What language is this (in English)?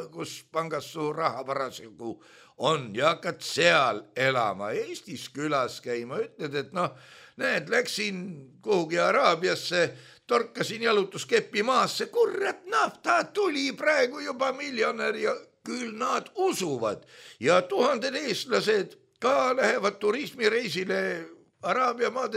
Estonian